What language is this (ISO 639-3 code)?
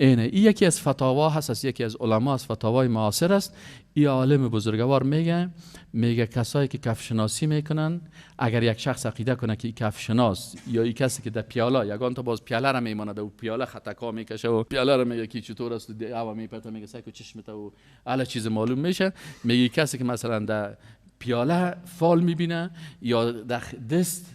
fas